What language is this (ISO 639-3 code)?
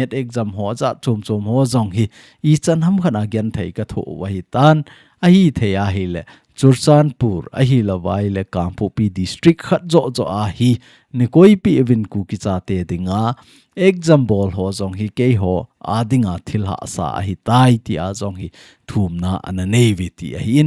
tcz